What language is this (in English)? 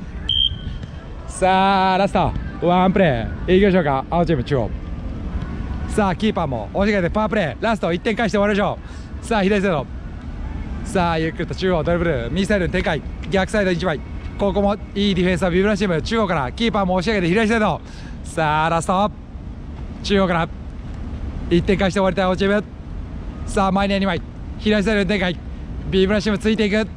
Japanese